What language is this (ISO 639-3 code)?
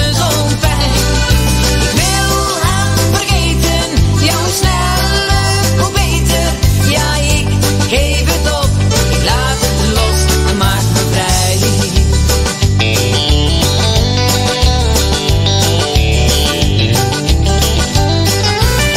nld